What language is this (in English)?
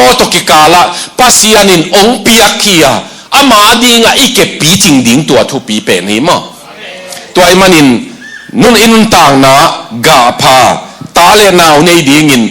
Tedim Chin